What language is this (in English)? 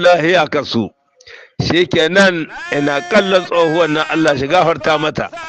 Hausa